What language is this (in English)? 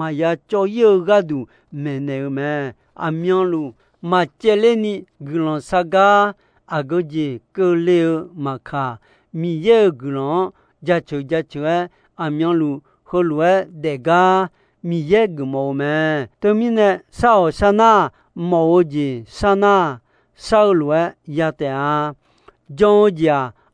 Akha